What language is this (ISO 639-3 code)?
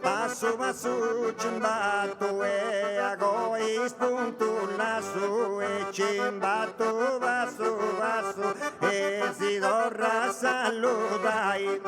srd